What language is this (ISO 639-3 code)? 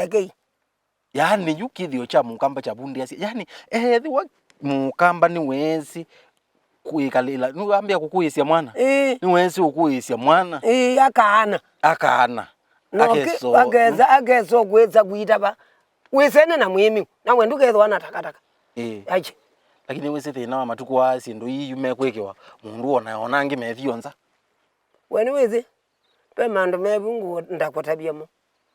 kam